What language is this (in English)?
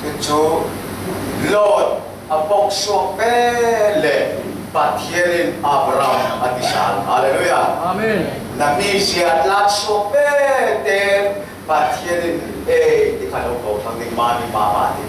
Falam Chin